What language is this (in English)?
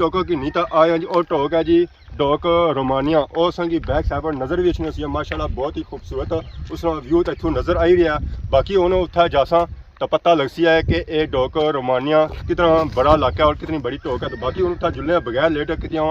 Pahari-Potwari